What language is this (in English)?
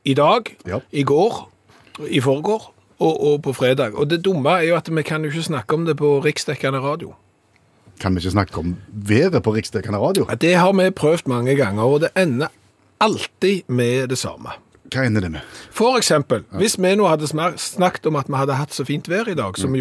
Norwegian